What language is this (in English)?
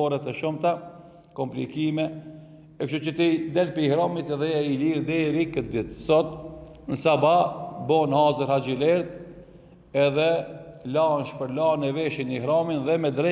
Albanian